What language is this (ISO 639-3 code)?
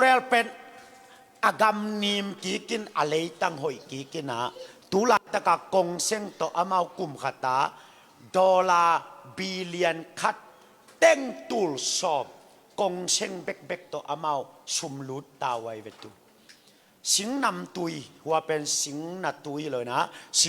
ctd